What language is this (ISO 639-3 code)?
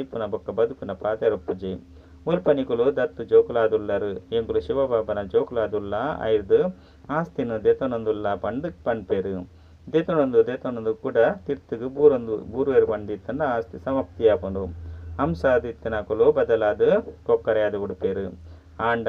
tcy